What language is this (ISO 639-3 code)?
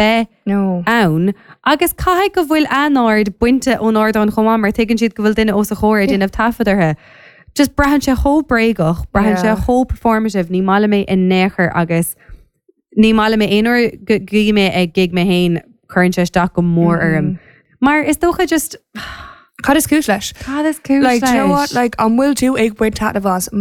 gle